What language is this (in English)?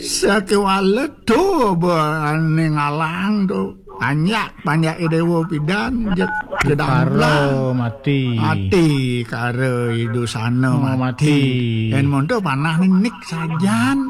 Balinese